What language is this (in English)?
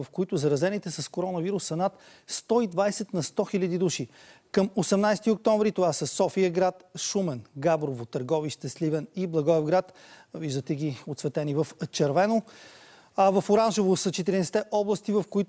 Bulgarian